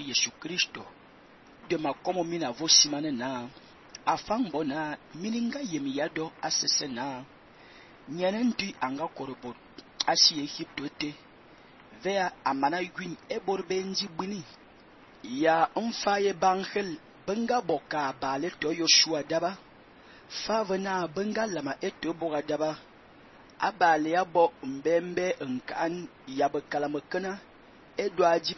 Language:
Fang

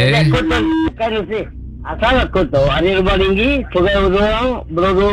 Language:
Malay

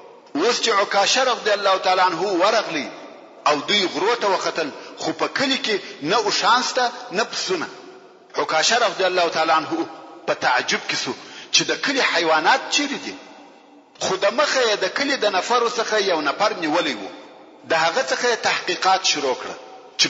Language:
Pashto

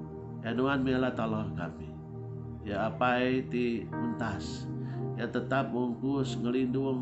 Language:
Iban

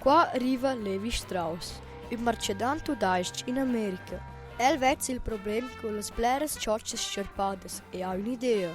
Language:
Romansh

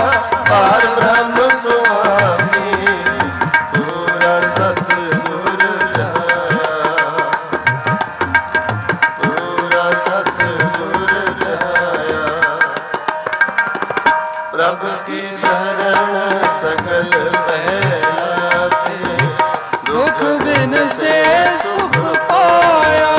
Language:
Punjabi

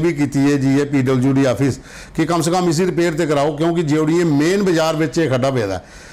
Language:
Dogri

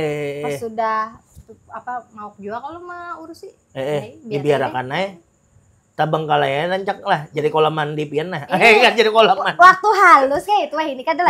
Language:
Banjar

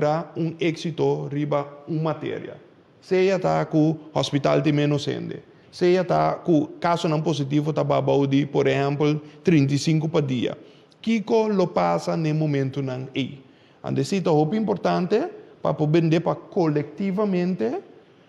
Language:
Papiamento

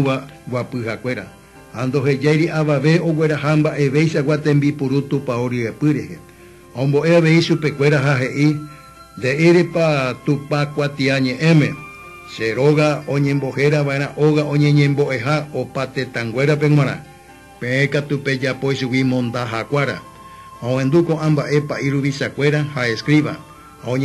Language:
Guarani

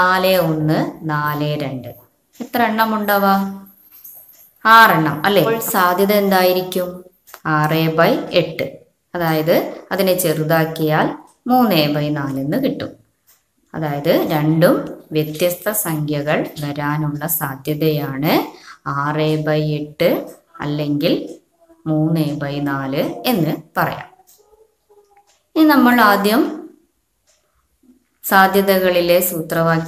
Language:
Malayalam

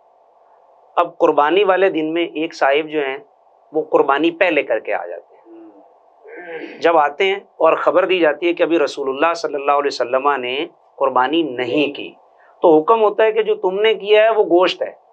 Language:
Urdu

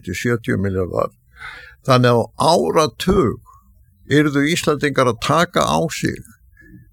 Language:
Icelandic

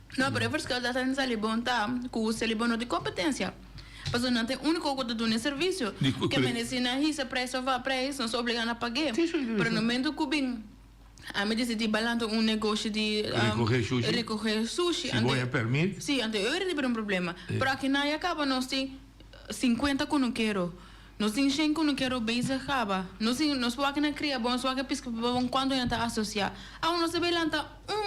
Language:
Papiamento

